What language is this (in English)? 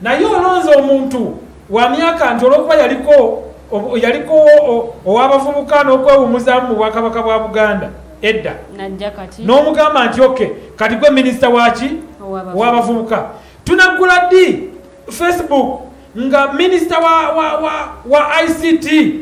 Ganda